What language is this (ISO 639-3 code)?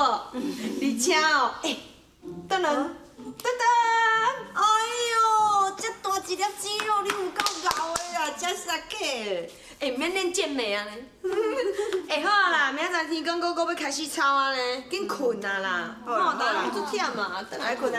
nan